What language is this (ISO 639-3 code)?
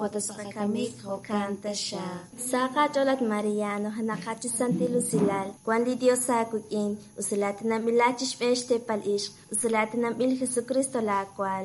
kek